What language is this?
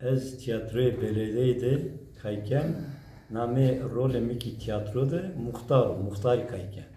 Zaza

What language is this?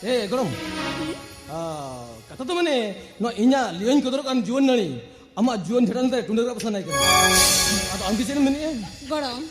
Santali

